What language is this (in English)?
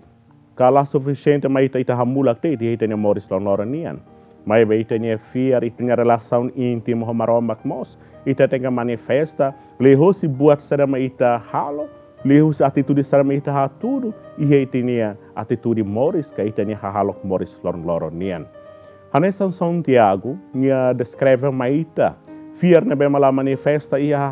Tetum